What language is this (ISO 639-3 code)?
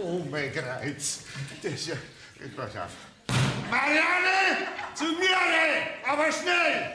bar